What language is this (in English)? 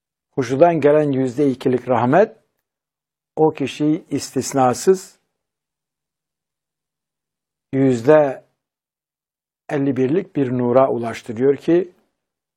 Turkish